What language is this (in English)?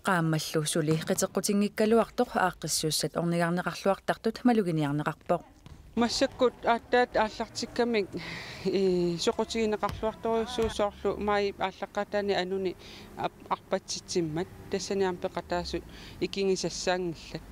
Kalaallisut